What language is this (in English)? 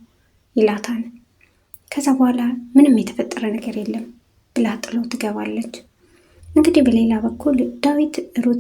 Amharic